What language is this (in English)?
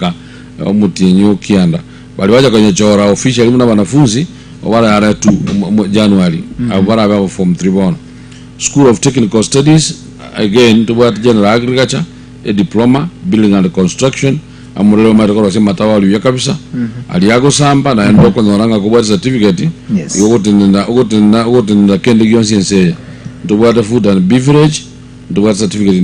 Gusii